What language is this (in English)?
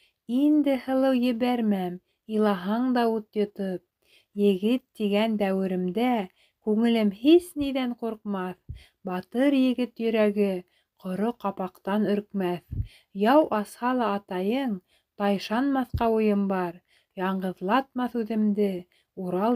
Bashkir